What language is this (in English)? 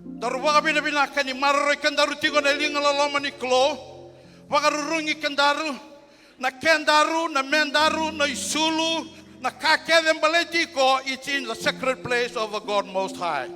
Fijian